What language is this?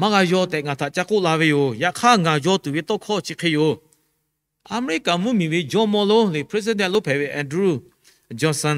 Lahu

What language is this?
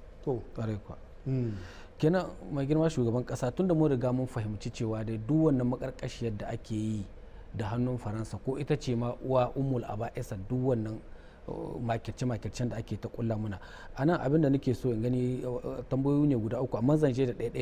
Hausa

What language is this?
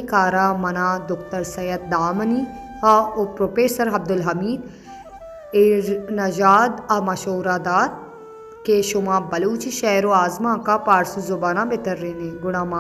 Baluchi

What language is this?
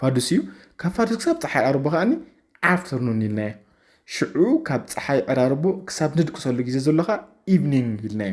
Tigrinya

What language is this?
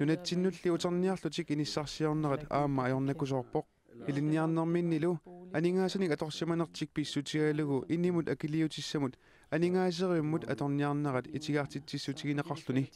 Kalaallisut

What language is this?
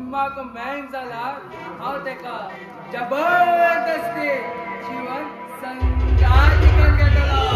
Konkani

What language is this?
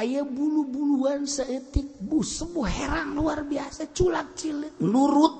Sundanese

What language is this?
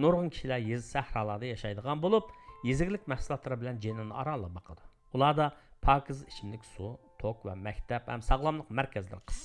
Uyghur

